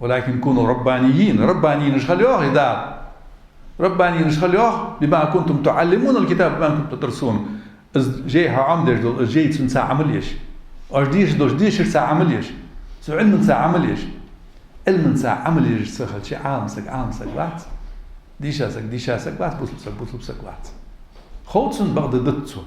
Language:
Ingush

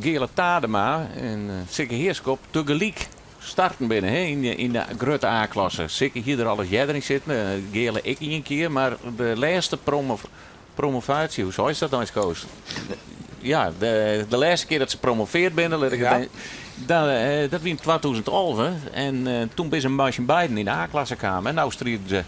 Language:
Western Frisian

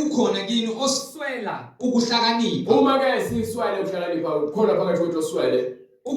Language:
Zulu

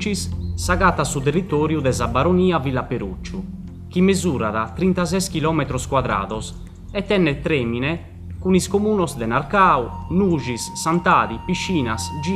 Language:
Sardinian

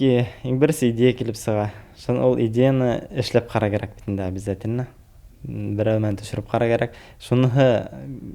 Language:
Bashkir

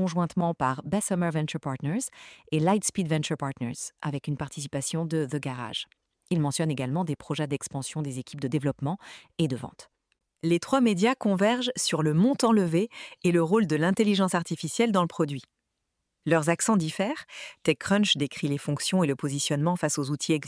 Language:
French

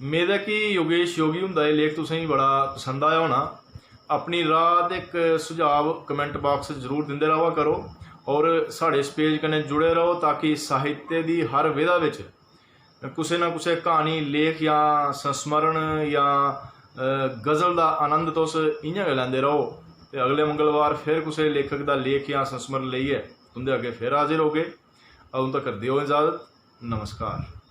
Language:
Dogri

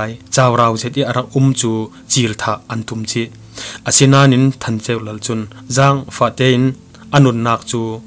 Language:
Falam Chin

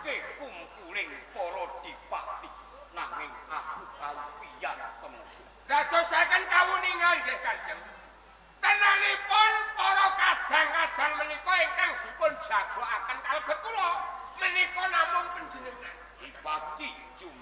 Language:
Javanese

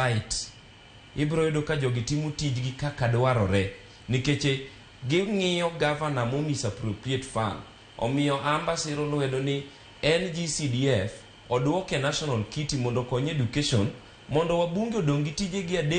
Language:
Luo (Kenya and Tanzania)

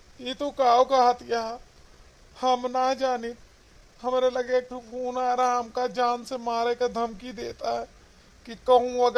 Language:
Awadhi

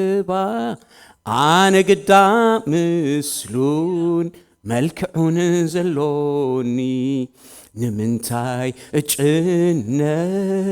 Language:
Tigrinya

